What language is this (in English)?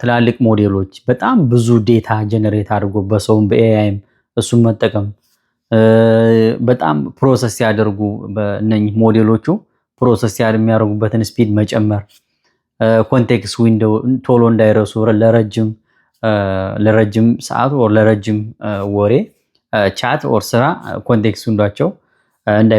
Amharic